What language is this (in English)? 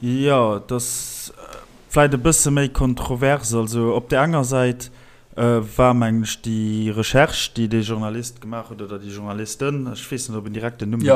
Luxembourgish